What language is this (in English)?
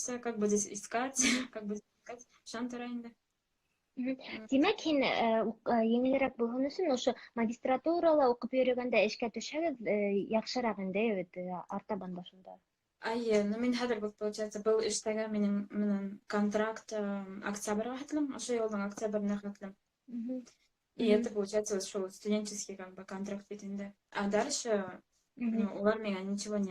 Bashkir